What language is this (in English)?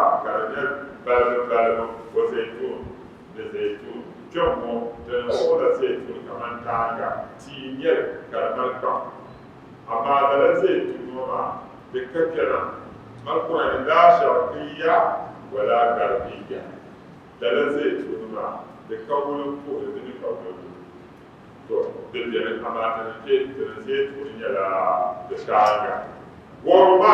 Dagbani